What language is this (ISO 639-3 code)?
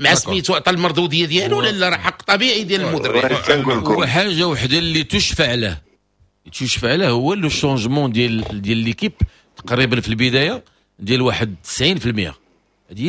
ary